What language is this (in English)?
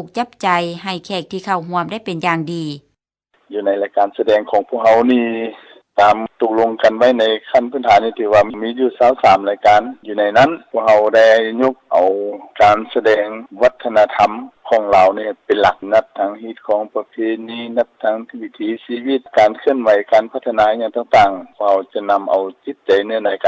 Lao